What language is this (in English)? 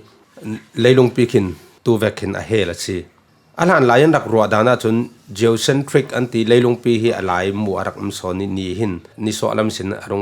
Falam Chin